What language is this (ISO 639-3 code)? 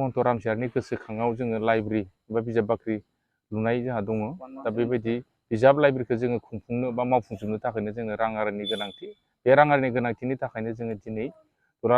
brx